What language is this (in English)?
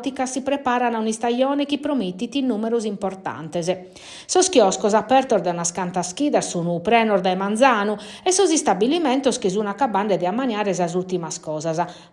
Sardinian